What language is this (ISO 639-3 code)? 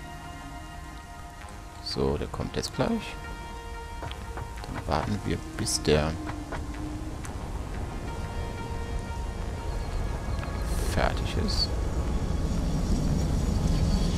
deu